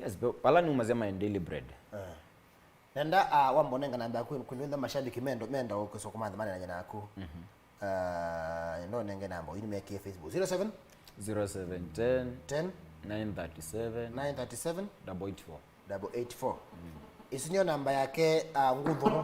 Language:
Kamba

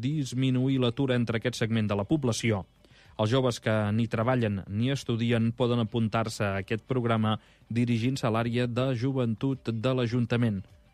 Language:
Catalan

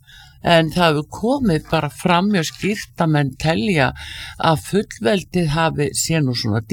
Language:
Icelandic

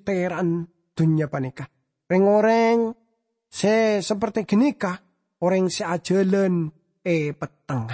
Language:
Madurese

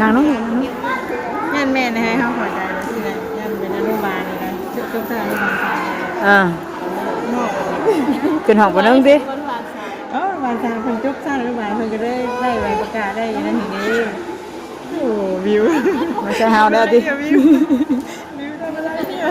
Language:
Northeastern Thai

